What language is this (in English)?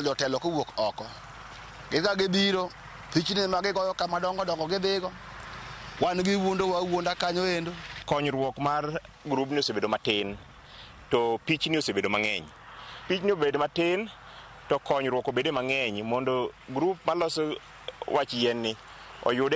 Luo (Kenya and Tanzania)